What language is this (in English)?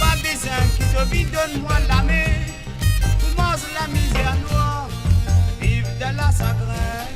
Morisyen